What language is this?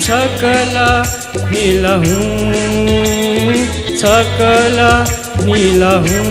Newari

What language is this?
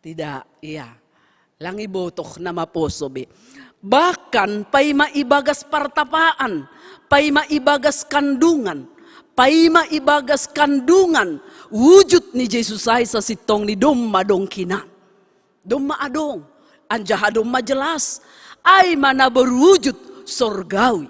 Batak Simalungun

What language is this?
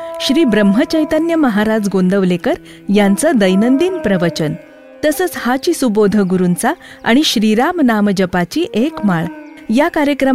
Marathi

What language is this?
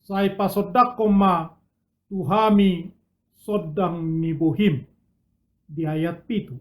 Batak Toba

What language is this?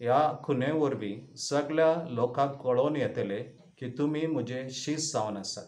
Konkani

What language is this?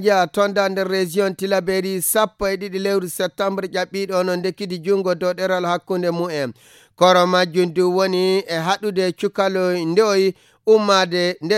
Fula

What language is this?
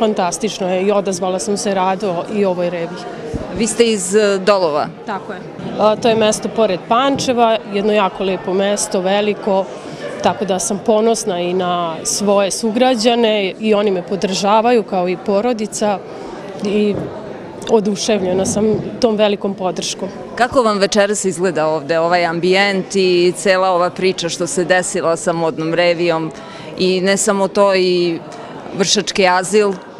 Serbian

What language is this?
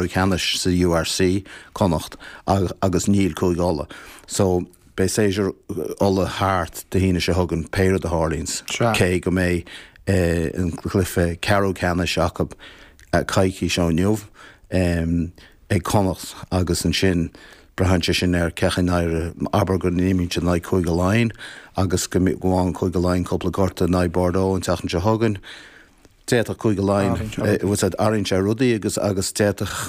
Irish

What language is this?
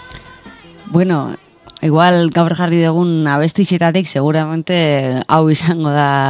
Basque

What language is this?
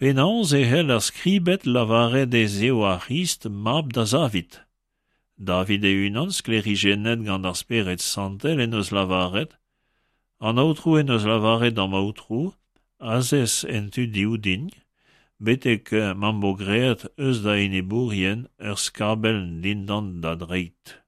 Breton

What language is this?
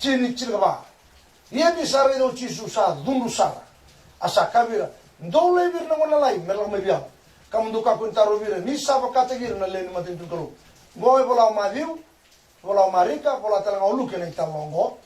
Fijian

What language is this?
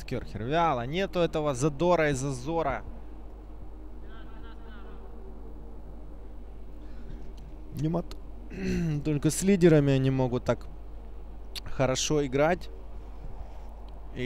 Russian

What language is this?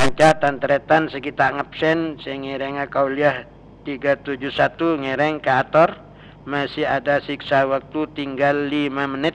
Madurese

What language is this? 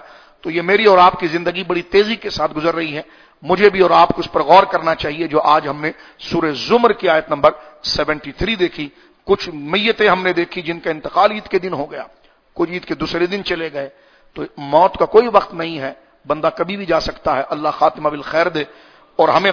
Urdu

